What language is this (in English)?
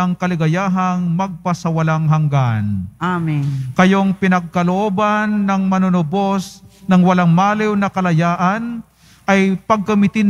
Filipino